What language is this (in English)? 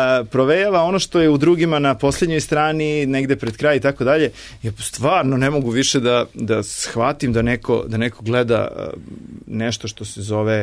Serbian